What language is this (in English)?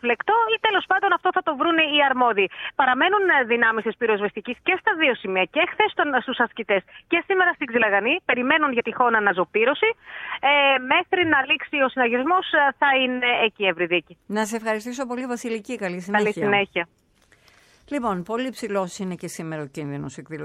Greek